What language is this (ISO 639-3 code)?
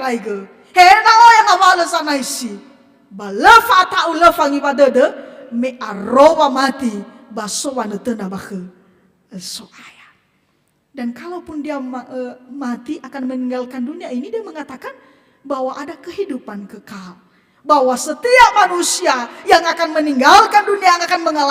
nia